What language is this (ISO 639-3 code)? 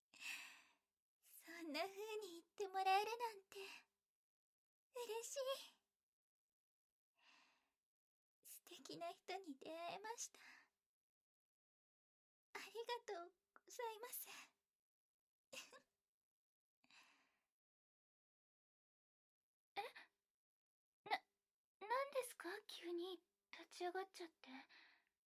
jpn